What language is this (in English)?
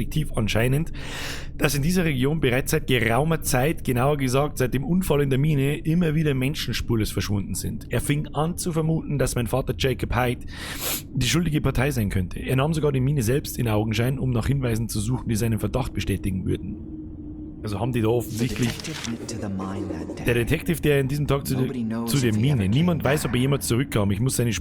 Bavarian